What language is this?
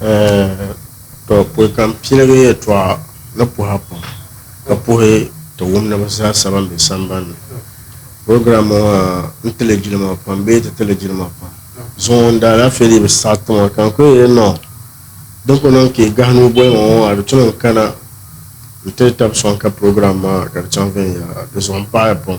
Dagbani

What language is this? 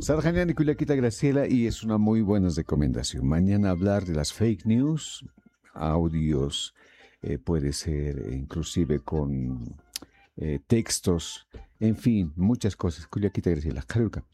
Aymara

